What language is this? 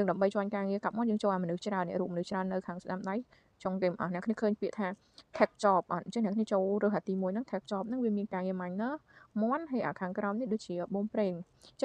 Khmer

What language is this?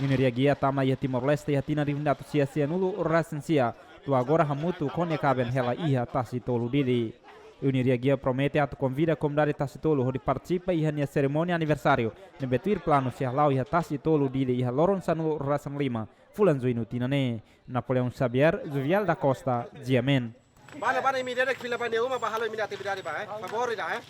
Tetum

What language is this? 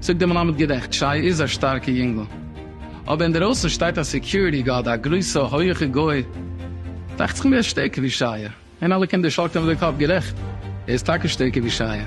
Yiddish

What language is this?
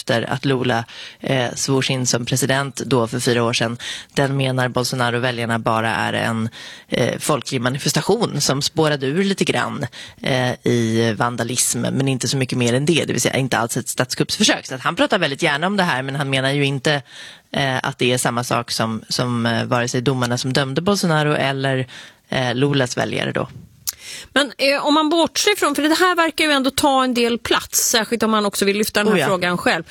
Swedish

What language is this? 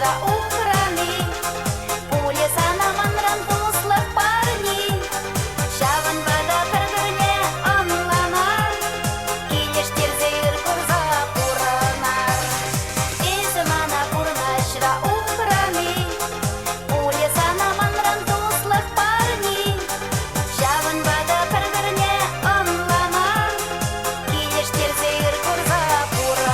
Chuvash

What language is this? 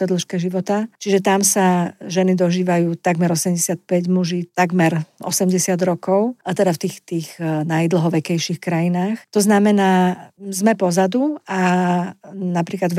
Slovak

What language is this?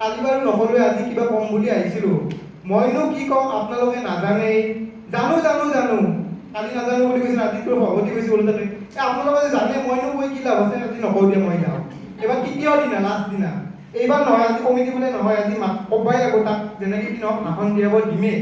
Assamese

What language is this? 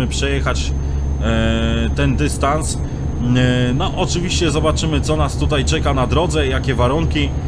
Polish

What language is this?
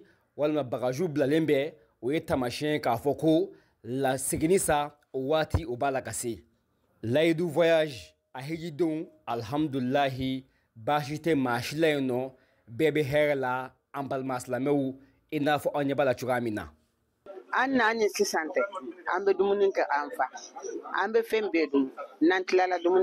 Bambara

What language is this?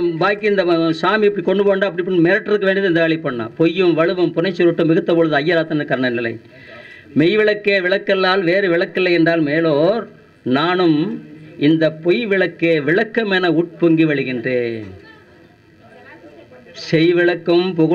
Tamil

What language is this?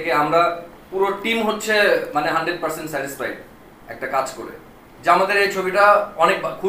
Bangla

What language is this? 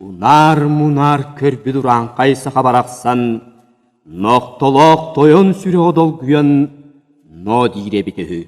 Yakut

